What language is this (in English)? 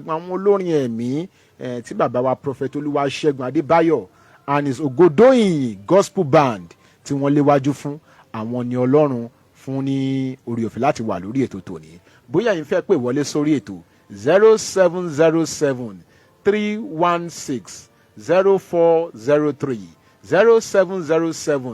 Yoruba